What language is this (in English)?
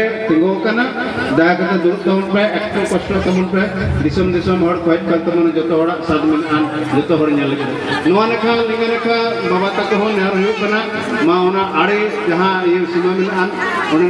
Santali